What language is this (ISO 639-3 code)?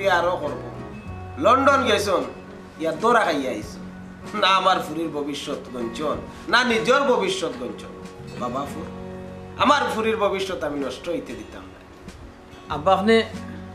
syl